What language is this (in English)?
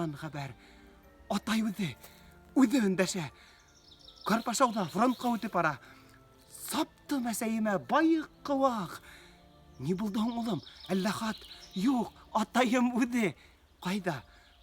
Bashkir